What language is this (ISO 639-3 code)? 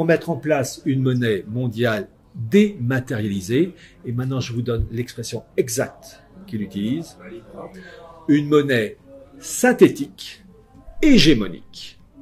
fra